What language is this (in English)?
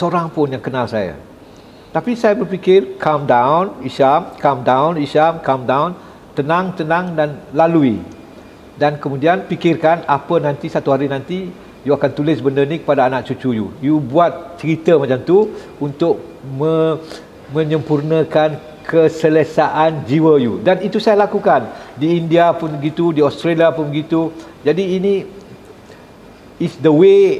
Malay